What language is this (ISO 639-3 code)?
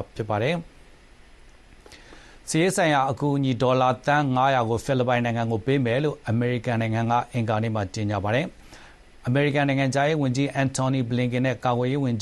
mya